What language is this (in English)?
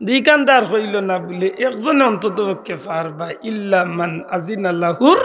Sylheti